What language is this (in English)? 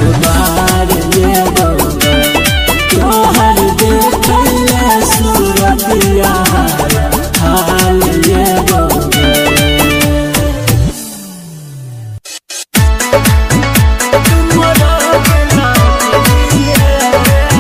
Bhojpuri